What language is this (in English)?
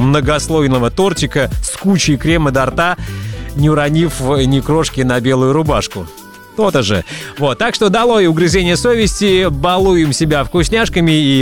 Russian